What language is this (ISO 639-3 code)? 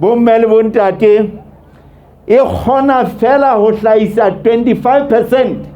sot